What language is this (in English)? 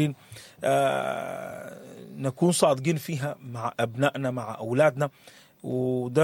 Sudanese Arabic